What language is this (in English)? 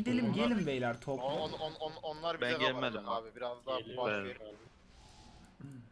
Turkish